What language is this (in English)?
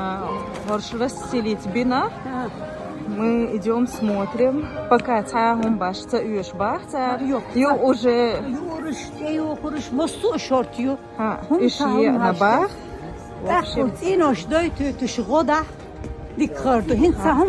Chechen